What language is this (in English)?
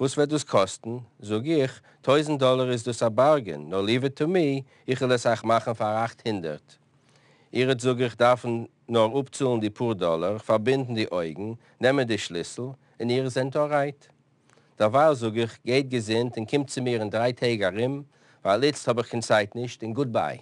Yiddish